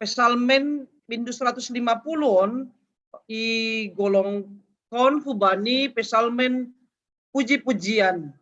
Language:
Batak Simalungun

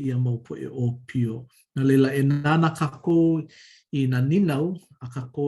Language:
Hawaiian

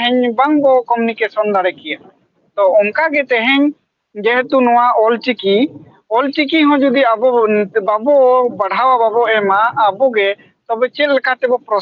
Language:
Santali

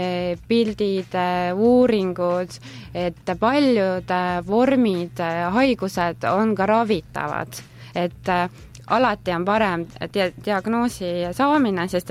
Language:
Estonian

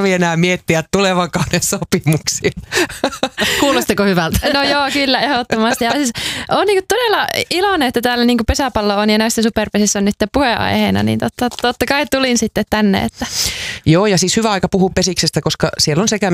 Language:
Finnish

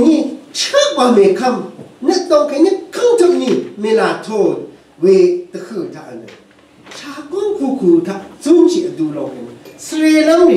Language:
Rawang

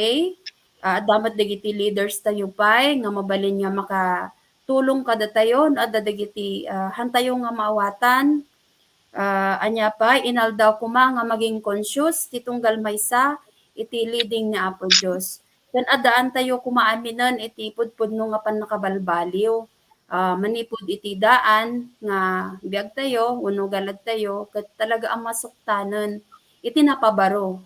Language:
Iloko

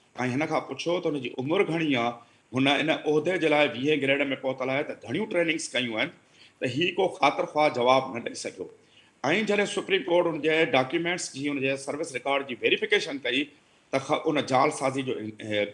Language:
Sindhi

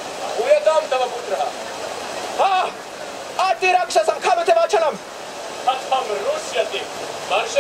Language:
Sanskrit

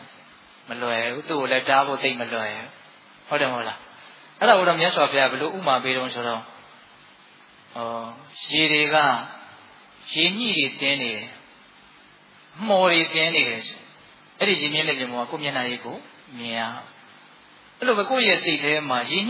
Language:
Burmese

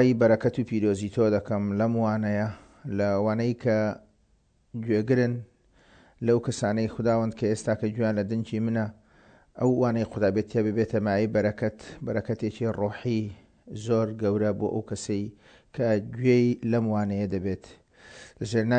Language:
Central Kurdish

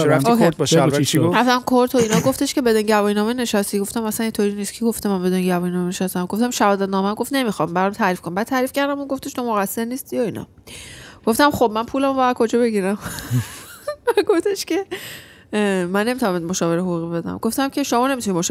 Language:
Persian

